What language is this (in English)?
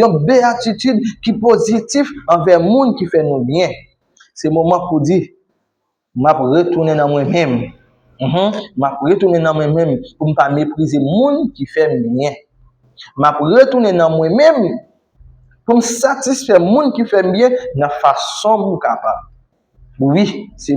Haitian Creole